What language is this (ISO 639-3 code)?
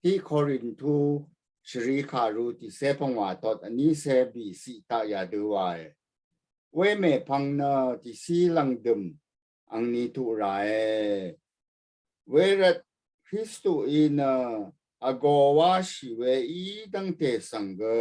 raw